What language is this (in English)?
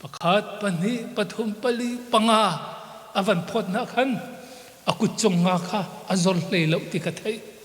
Hakha Chin